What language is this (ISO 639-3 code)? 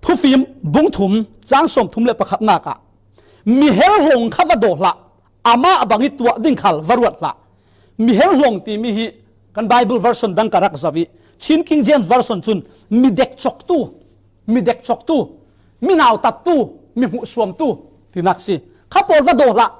cfm